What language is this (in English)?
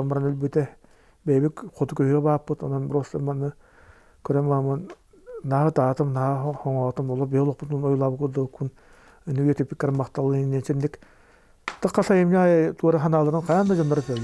Yakut